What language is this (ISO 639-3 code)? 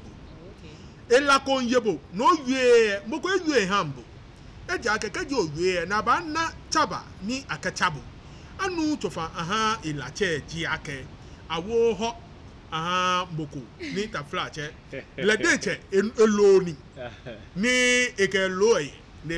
gaa